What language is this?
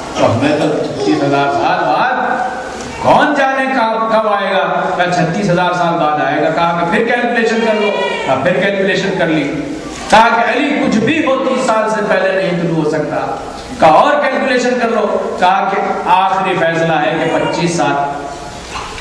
Urdu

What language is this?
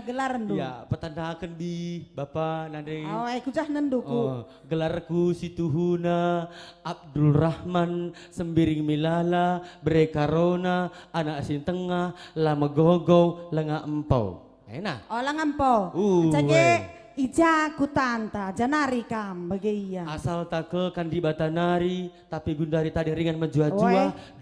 Batak Karo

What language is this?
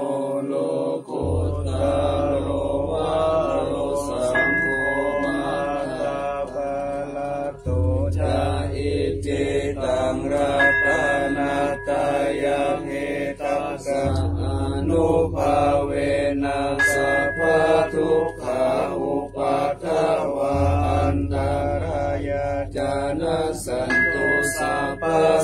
Pali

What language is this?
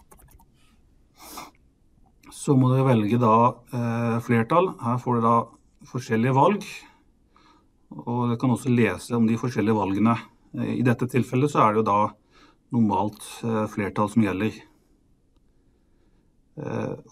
Norwegian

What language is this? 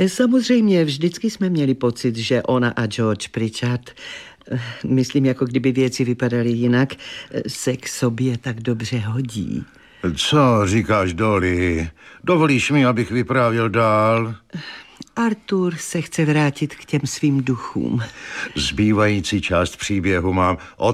Czech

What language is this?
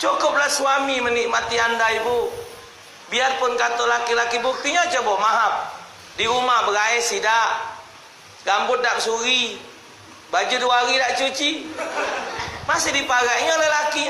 Musi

